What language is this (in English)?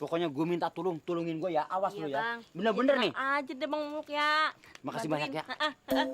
Betawi